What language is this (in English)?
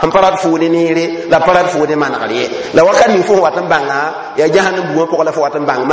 Mossi